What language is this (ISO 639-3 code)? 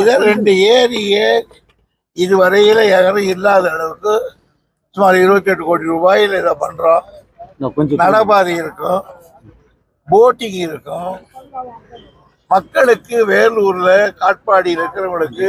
tam